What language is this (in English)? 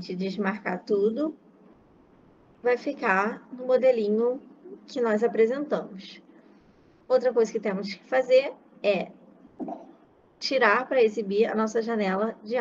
Portuguese